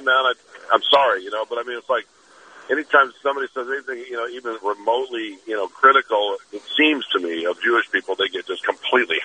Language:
English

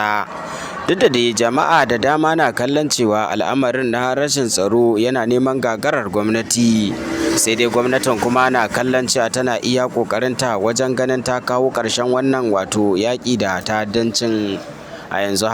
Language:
Hausa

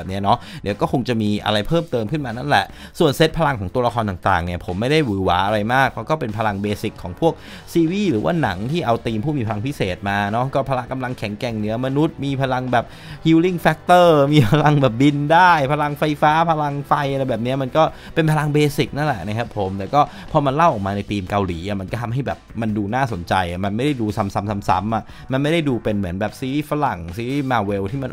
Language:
Thai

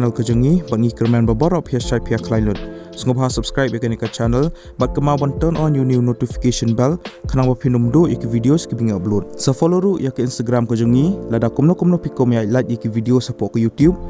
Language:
Khasi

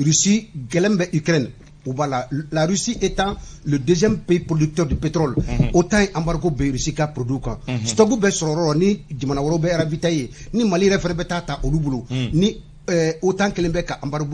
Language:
Bambara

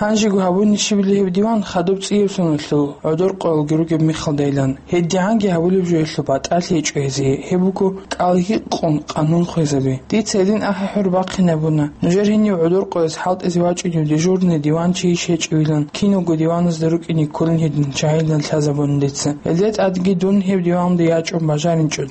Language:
Avaric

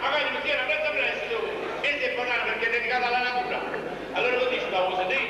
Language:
Neapolitan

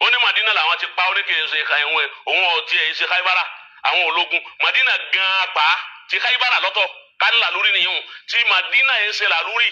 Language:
Yoruba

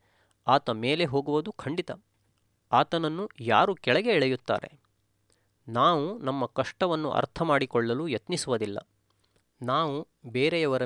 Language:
Kannada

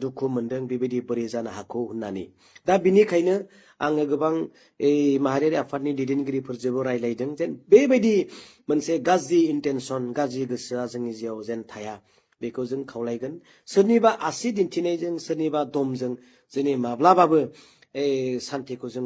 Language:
Bodo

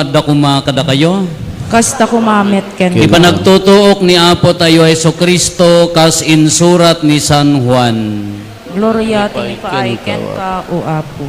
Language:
Iloko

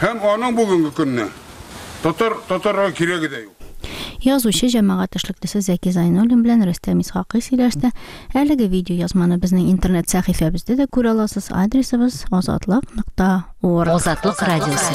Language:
Tatar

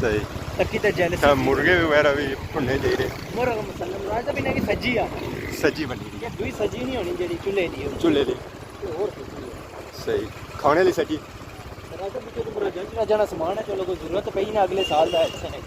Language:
Pahari-Potwari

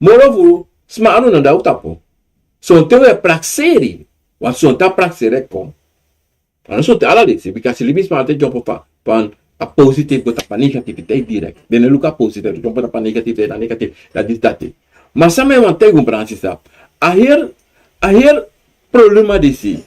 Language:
Sranan Tongo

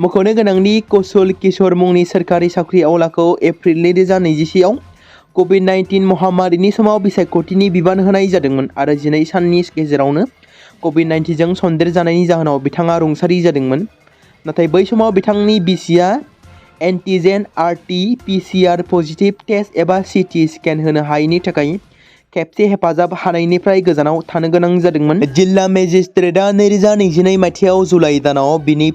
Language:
Bodo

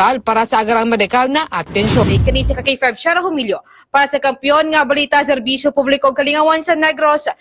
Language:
Hiligaynon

